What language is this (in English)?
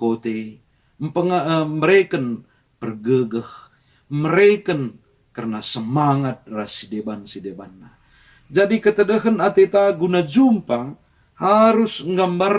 Batak Karo